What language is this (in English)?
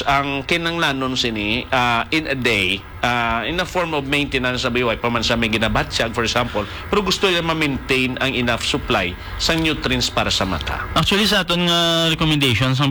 Hiligaynon